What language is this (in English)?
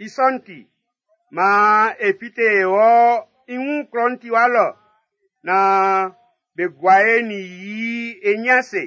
Baoulé